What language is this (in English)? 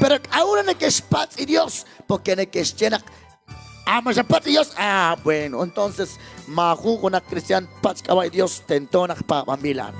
Kekchí